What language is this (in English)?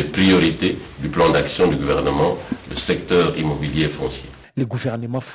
French